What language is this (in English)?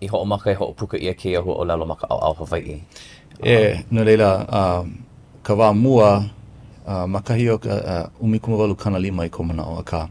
Hawaiian